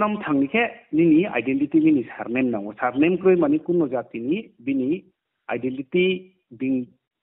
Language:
Riang (India)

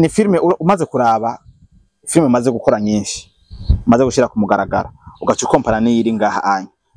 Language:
Rundi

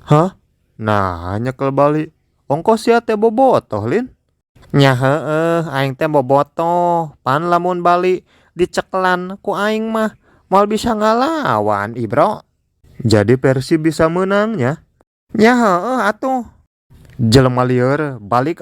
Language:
Sundanese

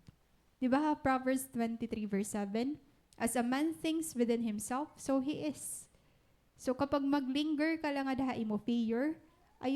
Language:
Waray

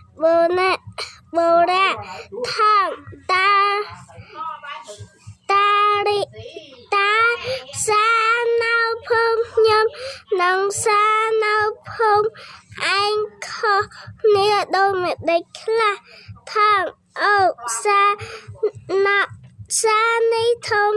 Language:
Khmer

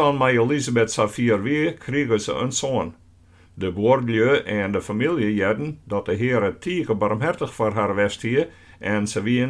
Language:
Western Frisian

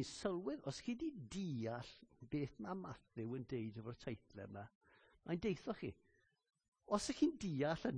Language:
Welsh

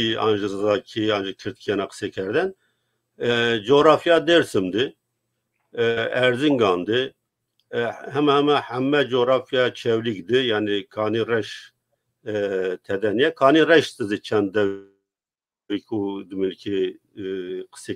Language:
Zaza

